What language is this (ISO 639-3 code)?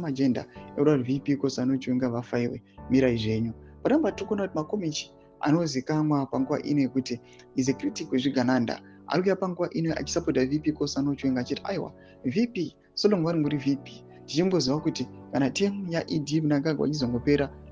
sna